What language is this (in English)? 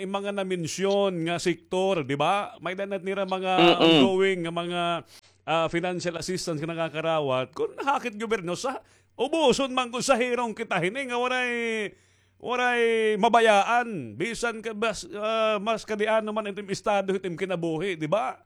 Waray